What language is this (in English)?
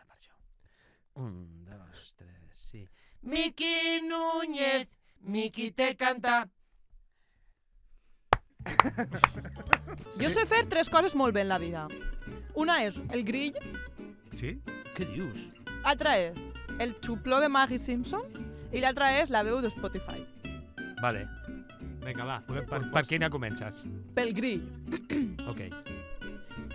Catalan